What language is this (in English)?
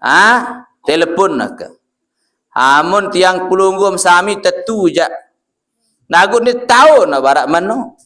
Sasak